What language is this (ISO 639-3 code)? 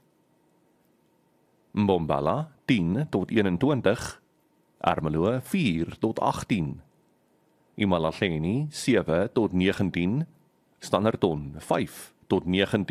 afr